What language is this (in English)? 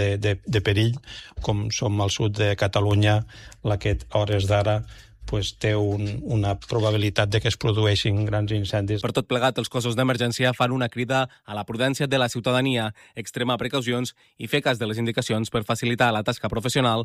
Catalan